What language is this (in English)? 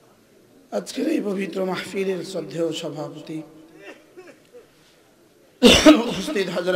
Bangla